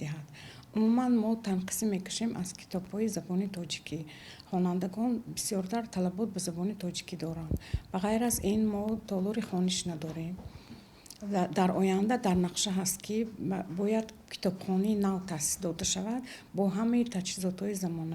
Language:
Tajik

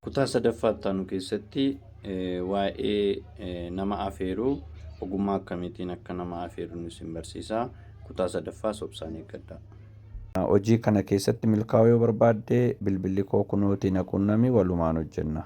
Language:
Oromo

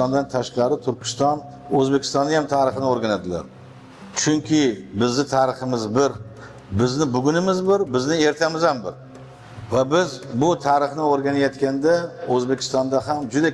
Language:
Uzbek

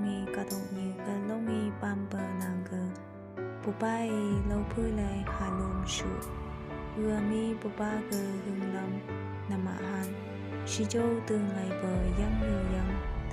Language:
Phom Naga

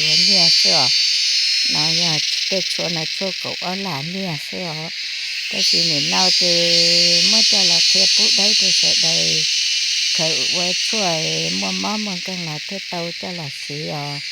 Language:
Hmong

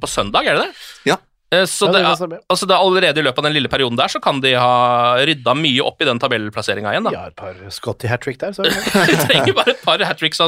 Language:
Norwegian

